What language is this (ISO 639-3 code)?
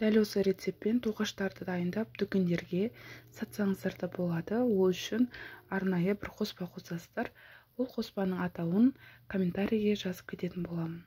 kaz